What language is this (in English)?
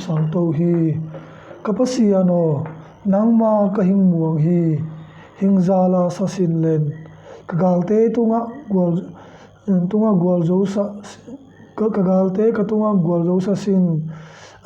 Tedim Chin